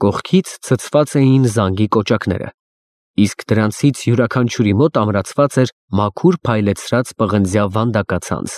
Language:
Armenian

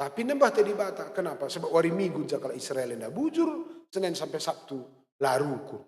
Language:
Batak Karo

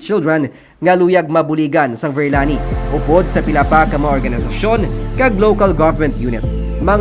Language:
Hiligaynon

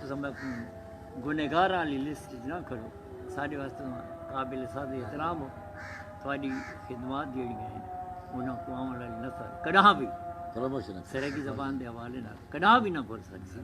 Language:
Saraiki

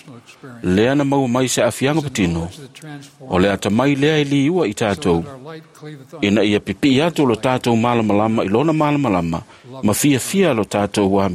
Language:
Samoan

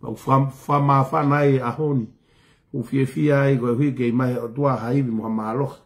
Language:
Tongan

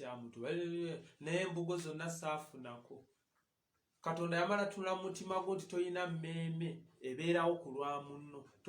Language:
Ganda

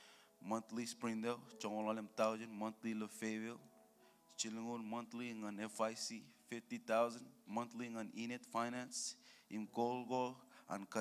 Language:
Marshallese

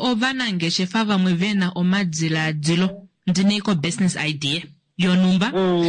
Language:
Kuanyama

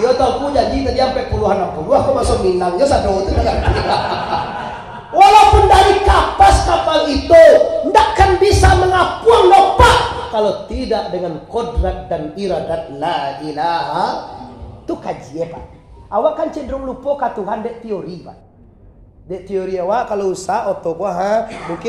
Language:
Minangkabau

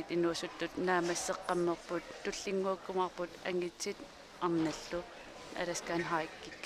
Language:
Kalaallisut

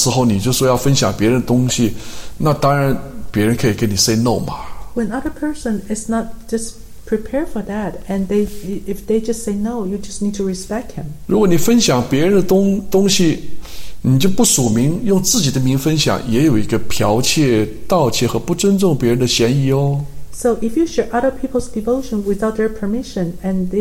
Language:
Chinese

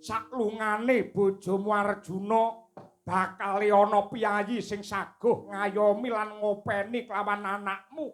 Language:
Javanese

